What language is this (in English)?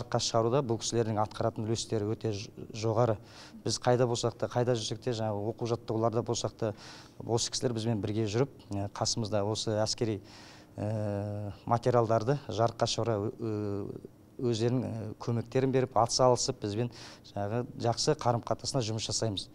Kazakh